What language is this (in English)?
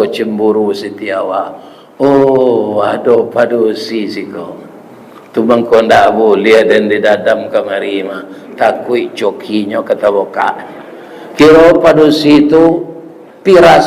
Minangkabau